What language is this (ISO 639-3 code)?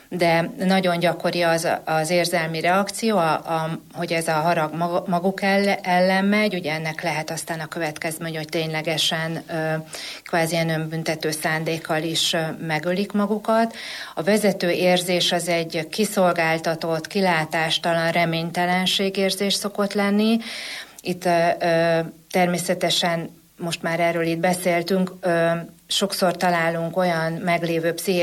hun